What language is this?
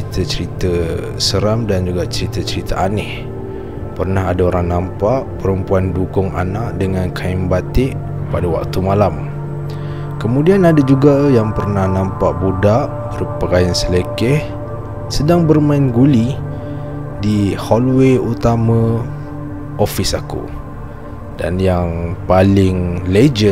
Malay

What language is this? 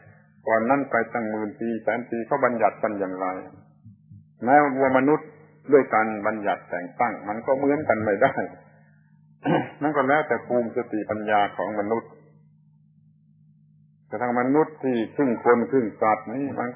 Thai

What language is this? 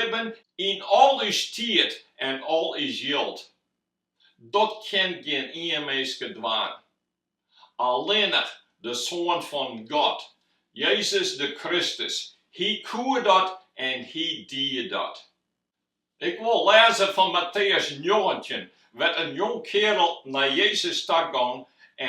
Western Frisian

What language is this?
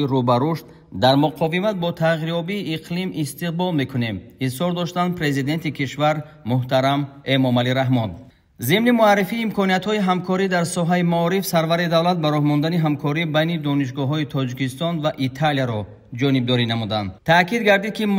Tajik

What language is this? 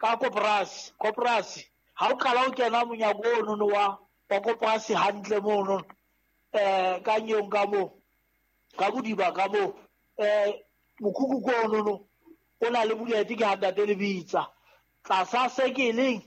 Southern Sotho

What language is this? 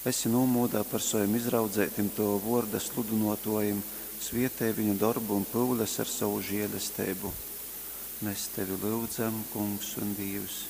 Latgalian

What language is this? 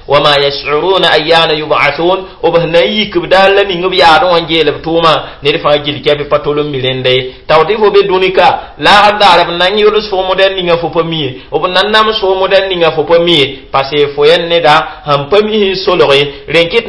Mossi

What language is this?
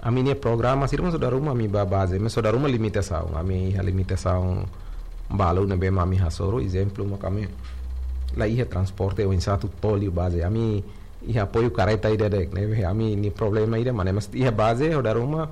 Tetum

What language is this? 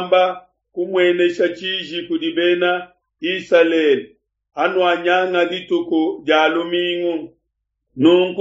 Luba-Lulua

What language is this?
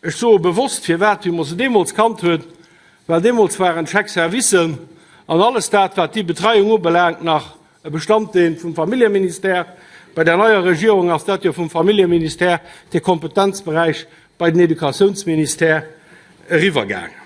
Luxembourgish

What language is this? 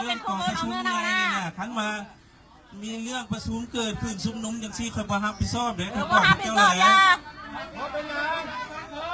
Lao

